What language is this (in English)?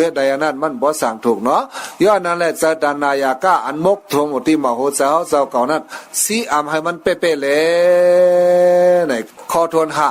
Shan